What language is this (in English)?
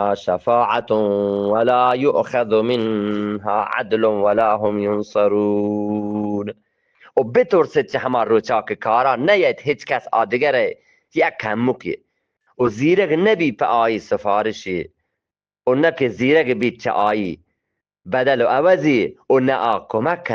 Eastern Balochi